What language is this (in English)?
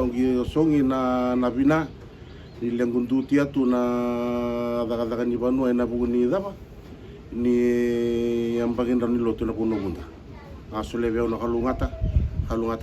Fijian